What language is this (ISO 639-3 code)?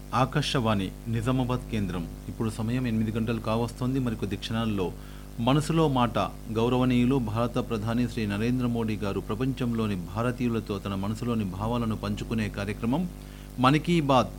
tel